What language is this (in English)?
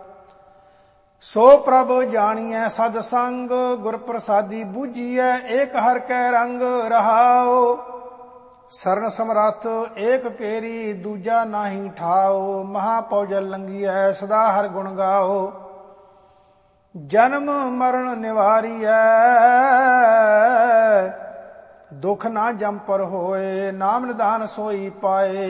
Punjabi